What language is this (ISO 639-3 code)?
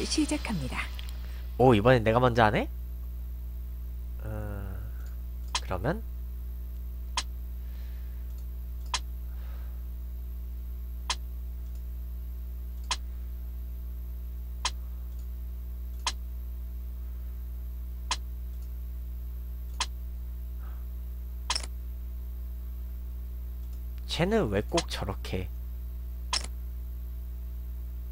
kor